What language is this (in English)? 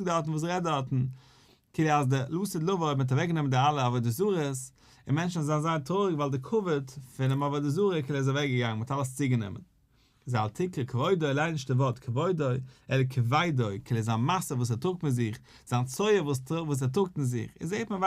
Yiddish